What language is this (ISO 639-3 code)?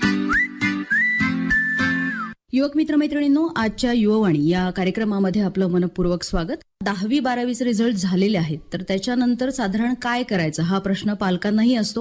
mar